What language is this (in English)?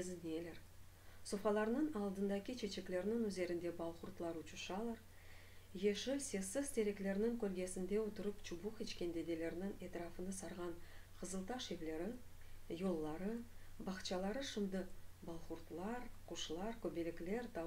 Crimean Tatar